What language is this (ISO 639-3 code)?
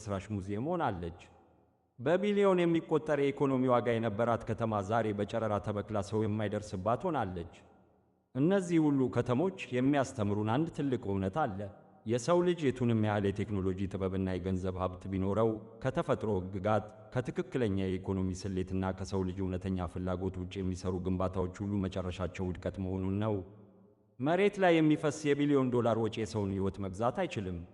amh